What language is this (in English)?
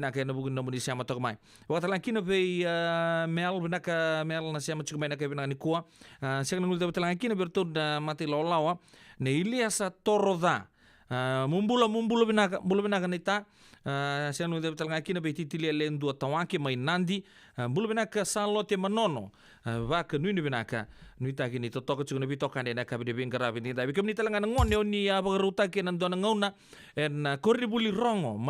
Fijian